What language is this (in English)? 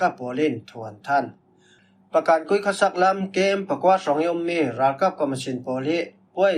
Falam Chin